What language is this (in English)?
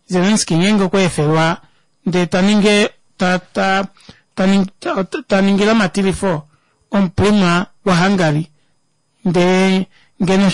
Kuanyama